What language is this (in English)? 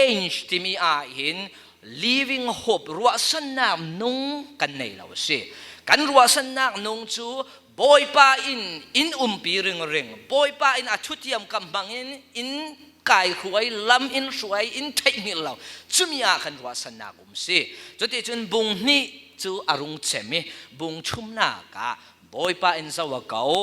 Falam Chin